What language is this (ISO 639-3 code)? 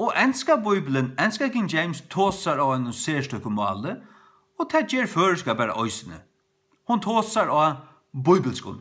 fao